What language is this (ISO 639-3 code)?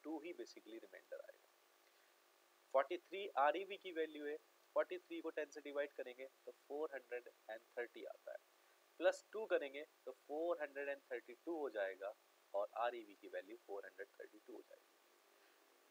hin